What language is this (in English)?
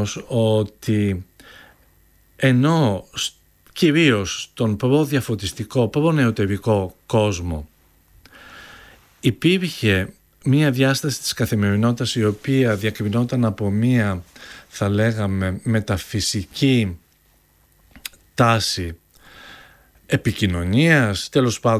Greek